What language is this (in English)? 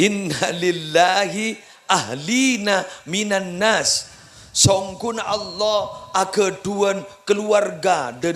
Madurese